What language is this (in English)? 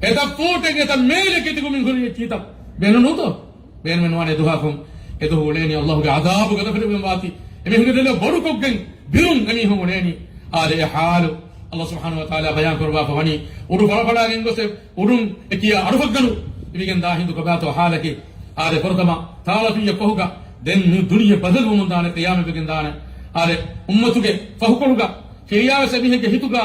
Divehi